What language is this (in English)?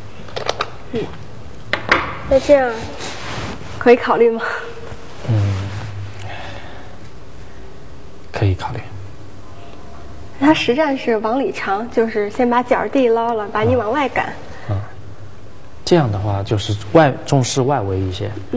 Chinese